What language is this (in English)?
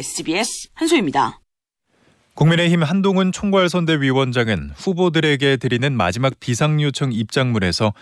Korean